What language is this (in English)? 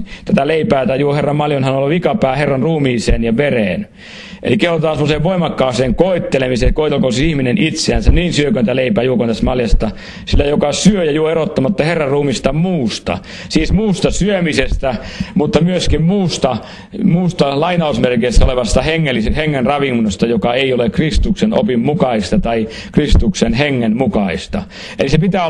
Finnish